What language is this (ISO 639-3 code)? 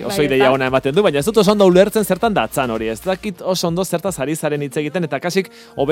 eus